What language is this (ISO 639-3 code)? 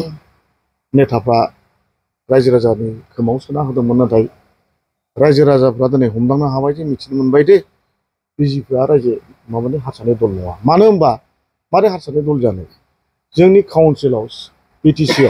brx